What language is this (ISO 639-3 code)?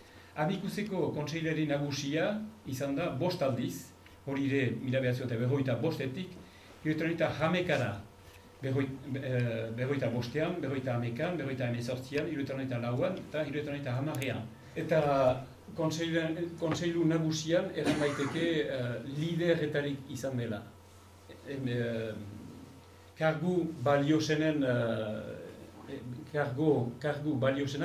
eus